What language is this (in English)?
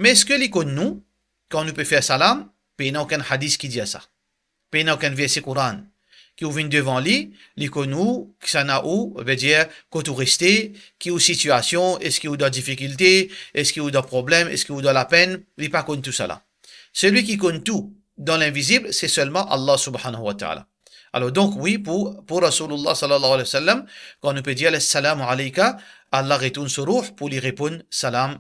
Morisyen